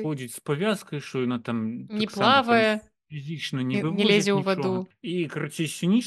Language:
Belarusian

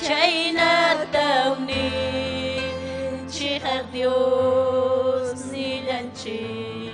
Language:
Ayacucho Quechua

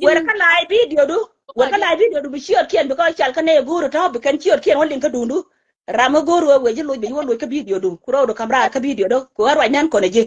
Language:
Nuer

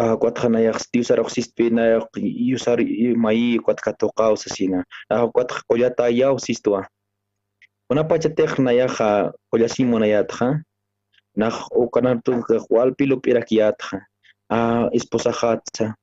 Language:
Aymara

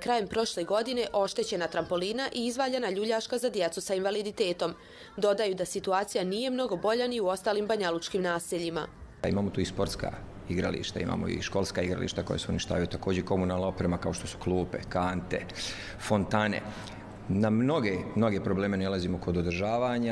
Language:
Bosnian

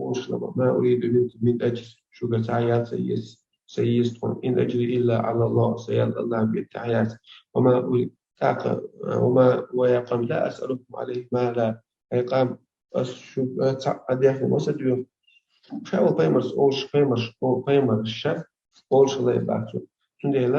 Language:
Chechen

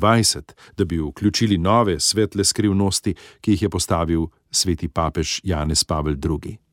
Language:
Slovenian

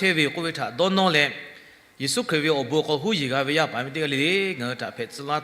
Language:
Lahu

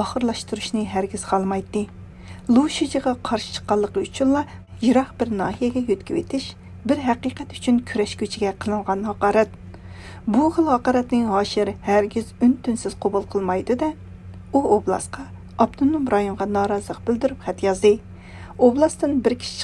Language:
Uyghur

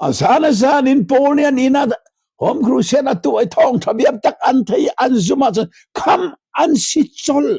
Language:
Hakha Chin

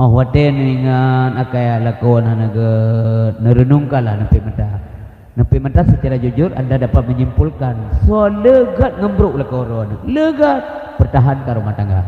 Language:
Achinese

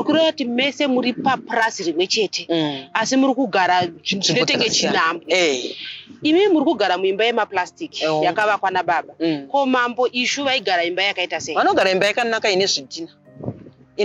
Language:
Shona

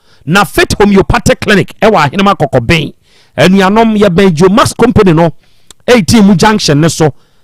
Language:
Akan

